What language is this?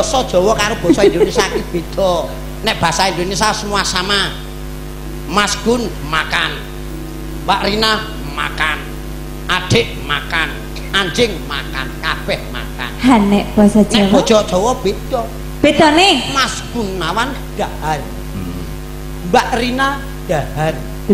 Javanese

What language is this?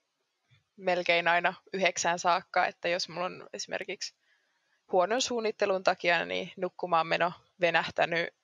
Finnish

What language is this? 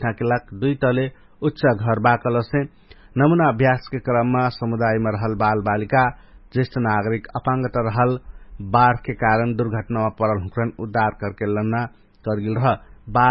Dangaura Tharu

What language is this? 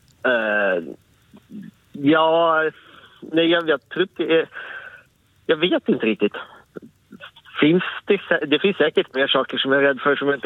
Swedish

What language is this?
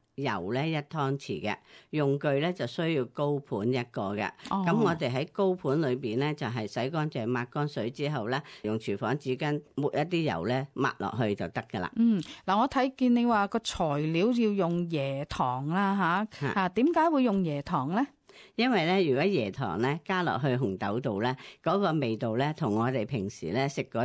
Cantonese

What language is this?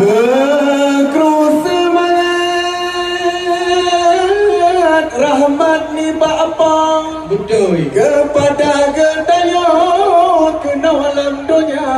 Achinese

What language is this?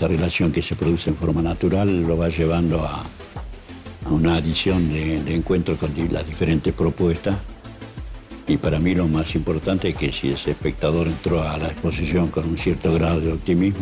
Spanish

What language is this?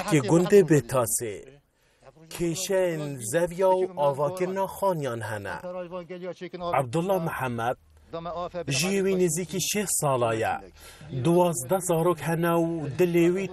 Kurdish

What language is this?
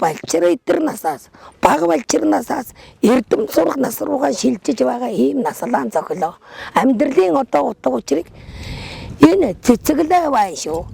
Mongolian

